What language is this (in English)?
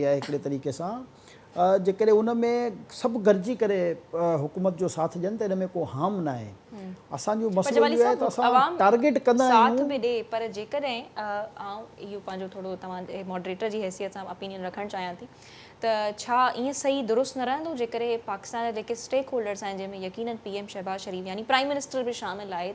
Sindhi